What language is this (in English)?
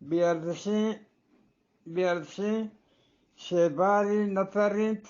Eastern Balochi